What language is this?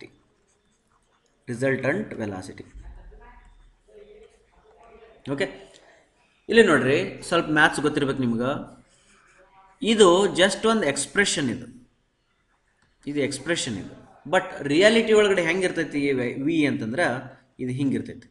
Kannada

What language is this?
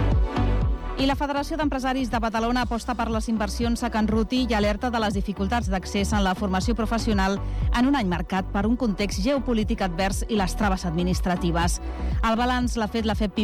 Catalan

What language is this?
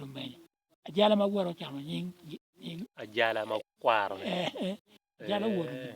Acoli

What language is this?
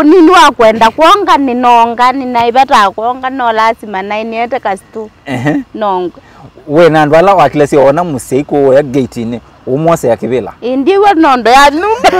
Kamba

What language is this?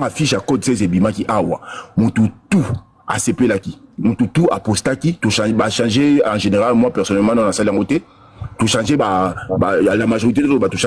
Lingala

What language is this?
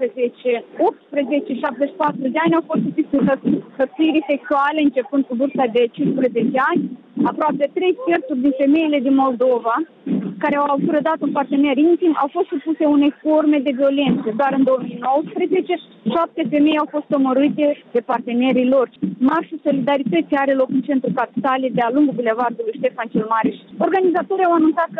Romanian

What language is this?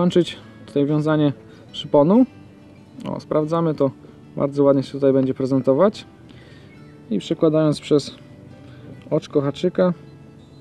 Polish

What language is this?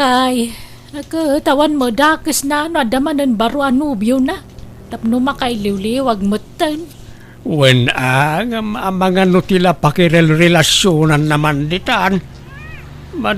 Iloko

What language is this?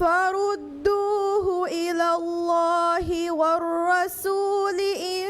Divehi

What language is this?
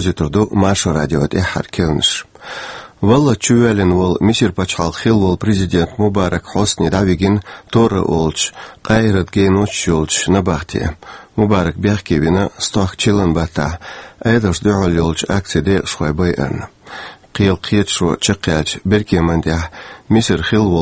Chechen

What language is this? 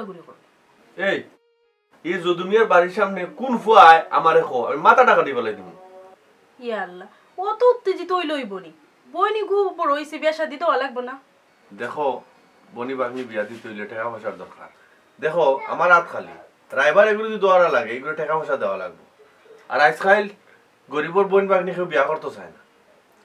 Sylheti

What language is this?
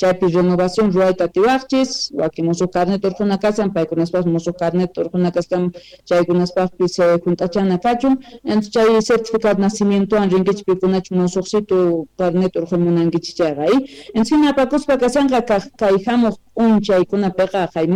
Quechua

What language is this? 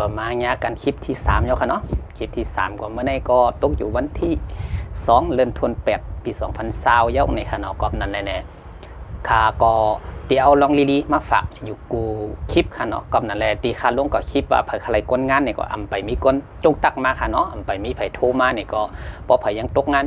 Shan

